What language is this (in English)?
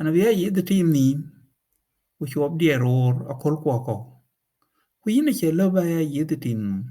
Dinka